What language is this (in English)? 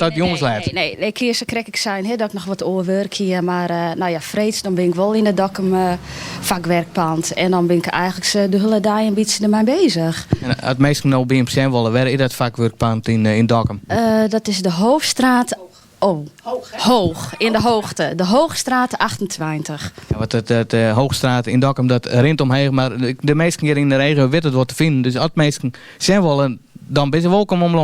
Western Frisian